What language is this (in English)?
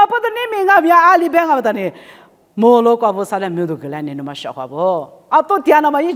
Lisu